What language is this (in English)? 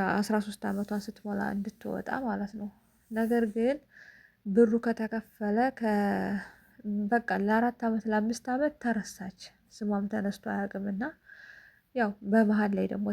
Amharic